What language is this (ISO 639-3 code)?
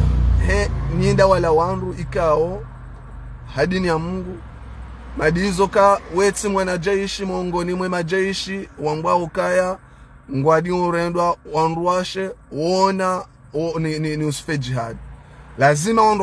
zdj